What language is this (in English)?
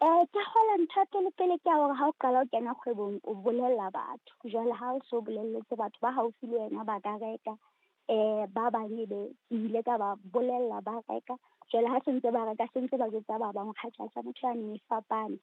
Southern Sotho